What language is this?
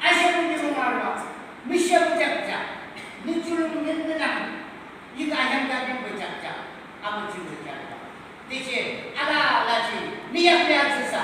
Yimchungru Naga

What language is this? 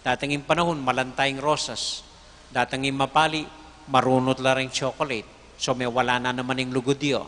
Pampanga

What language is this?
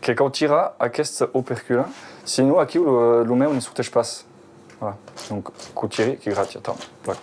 Occitan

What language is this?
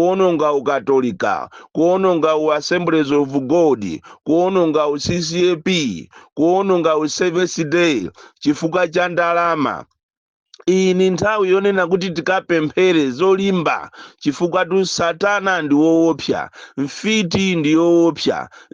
Nyanja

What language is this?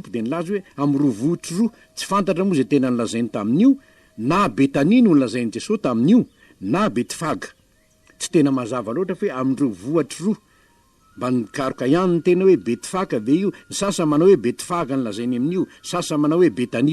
Malagasy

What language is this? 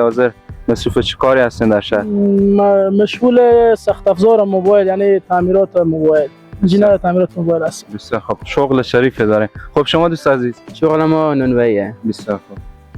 Persian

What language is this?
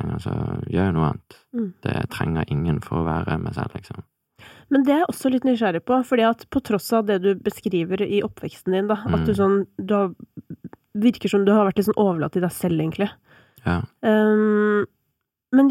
Norwegian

